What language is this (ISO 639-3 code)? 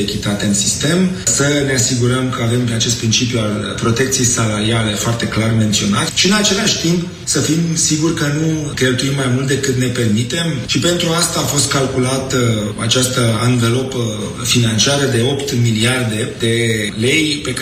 ron